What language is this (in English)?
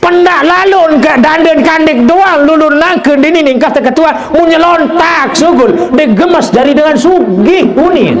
Sasak